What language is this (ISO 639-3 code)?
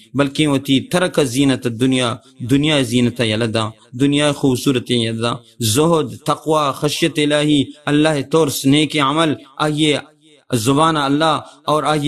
bal